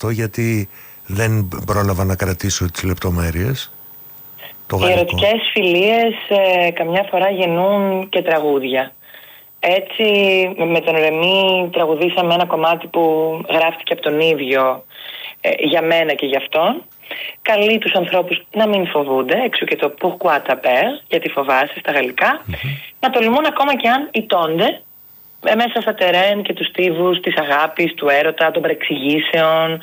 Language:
Greek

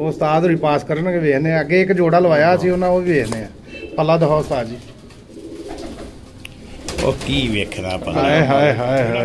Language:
Punjabi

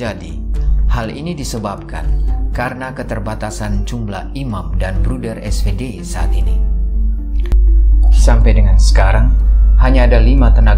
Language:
Indonesian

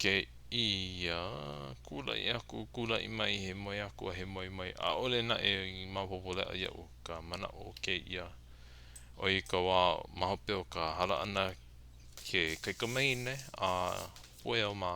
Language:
Hawaiian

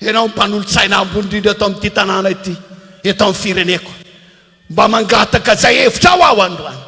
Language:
Malagasy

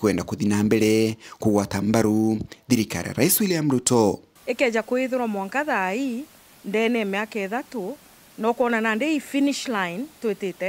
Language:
Meru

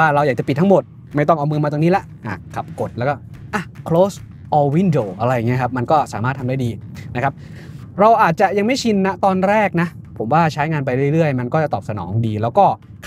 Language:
Thai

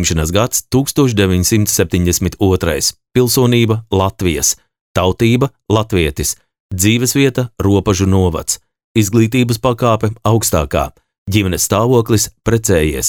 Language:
Latvian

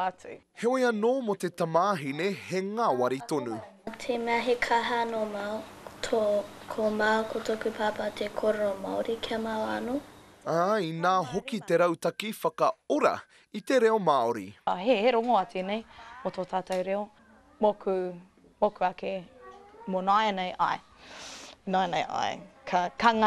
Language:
Māori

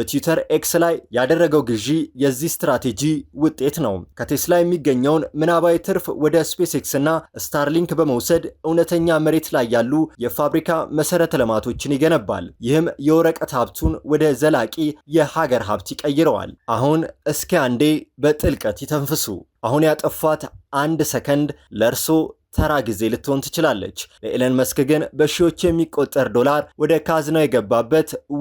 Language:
Amharic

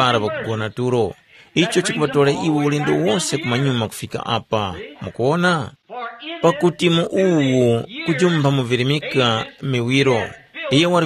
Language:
Tumbuka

